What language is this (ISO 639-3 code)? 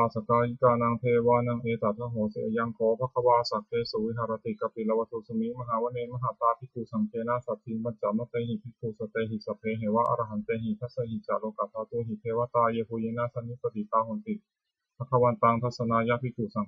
pli